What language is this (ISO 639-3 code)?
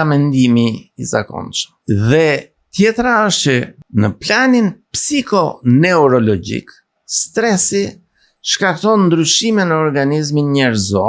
sqi